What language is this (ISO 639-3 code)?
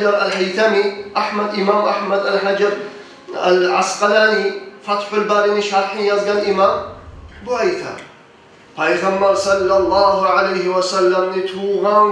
kum